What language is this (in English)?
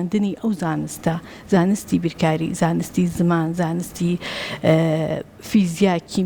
Central Kurdish